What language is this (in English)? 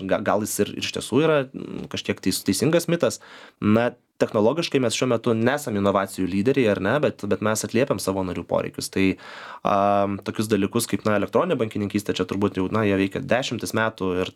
Lithuanian